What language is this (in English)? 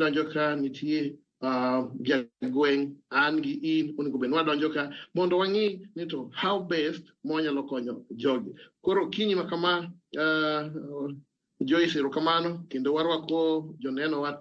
Luo (Kenya and Tanzania)